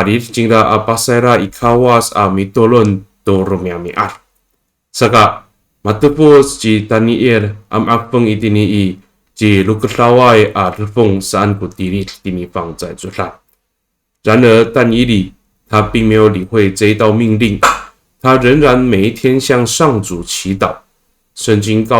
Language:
Amis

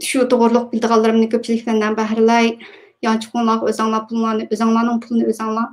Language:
Uyghur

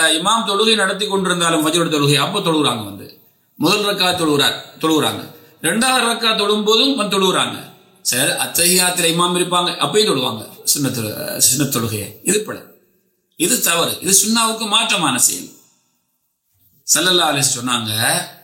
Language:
Tamil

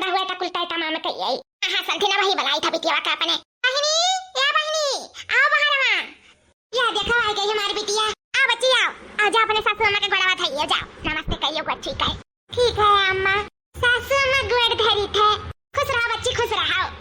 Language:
Awadhi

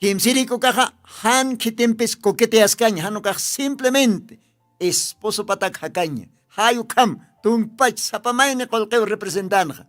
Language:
Aymara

